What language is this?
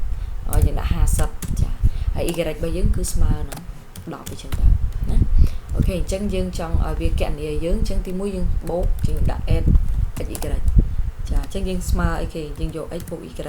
Khmer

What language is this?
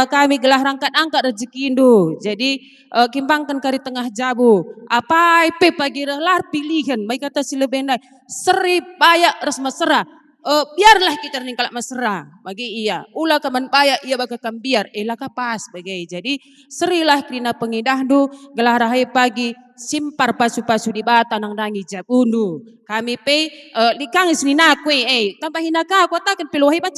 Batak Karo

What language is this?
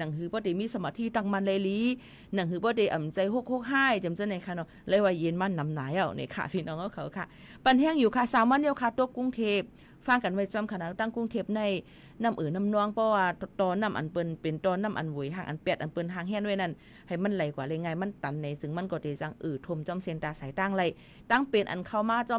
Shan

